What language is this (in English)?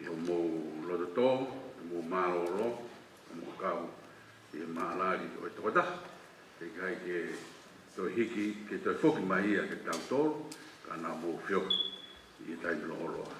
Tongan